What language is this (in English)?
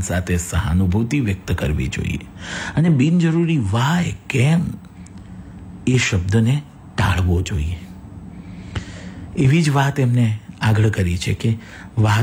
Gujarati